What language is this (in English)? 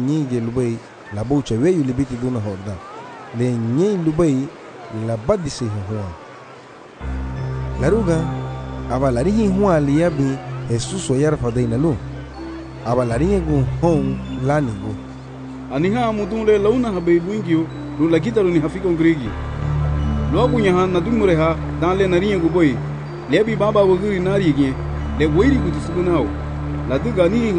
Garifuna